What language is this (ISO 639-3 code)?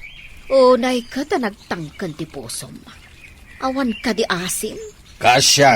ilo